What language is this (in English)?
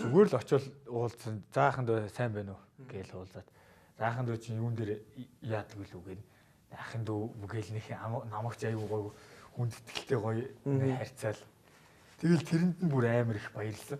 Mongolian